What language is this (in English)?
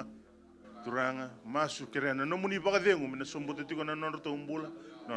Fijian